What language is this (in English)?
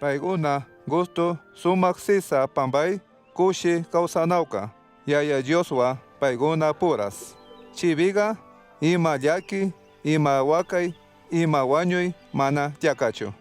Chimborazo Highland Quichua